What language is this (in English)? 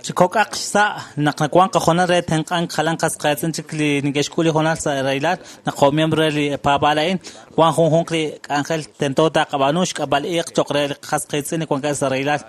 Kekchí